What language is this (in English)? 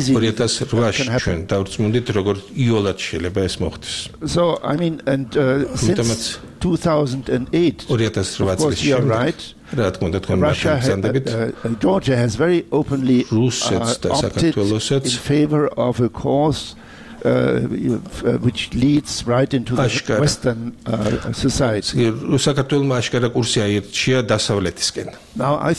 Georgian